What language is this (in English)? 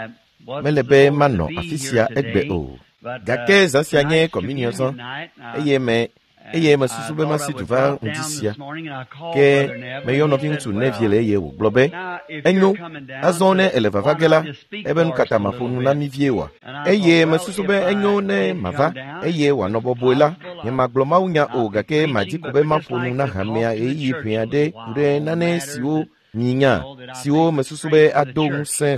Ewe